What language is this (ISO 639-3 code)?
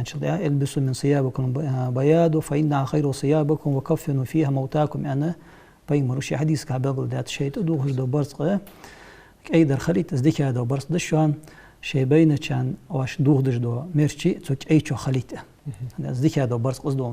inh